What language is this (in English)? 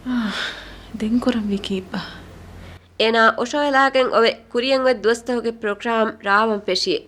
Divehi